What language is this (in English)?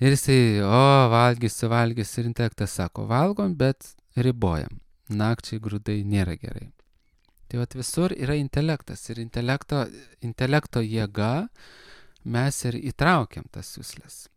Lithuanian